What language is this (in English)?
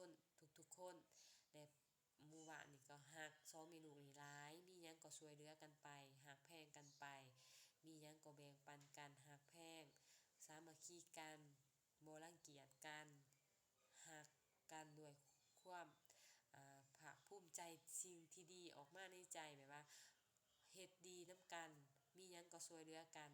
Lao